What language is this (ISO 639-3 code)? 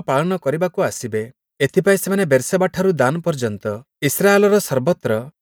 ori